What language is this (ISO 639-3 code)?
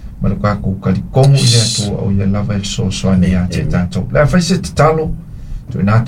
smo